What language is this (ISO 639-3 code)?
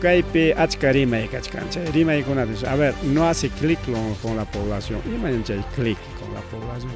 quy